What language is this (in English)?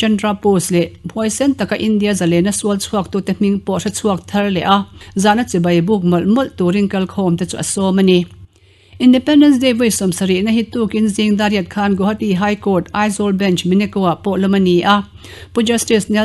Mizo